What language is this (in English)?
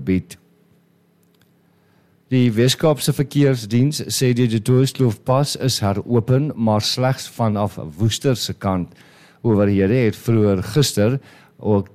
Afrikaans